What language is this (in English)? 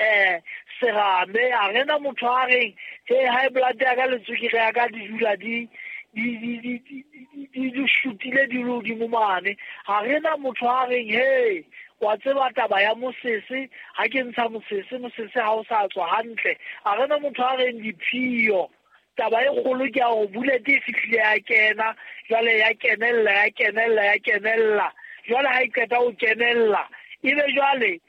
Southern Sotho